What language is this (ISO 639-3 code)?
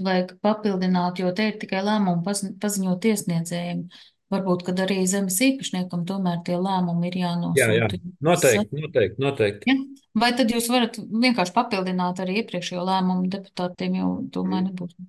lav